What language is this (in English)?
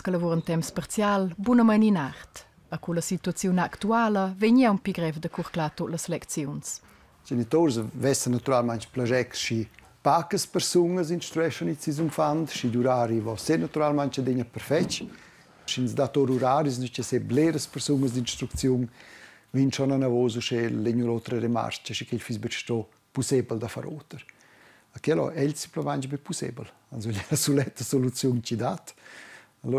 Romansh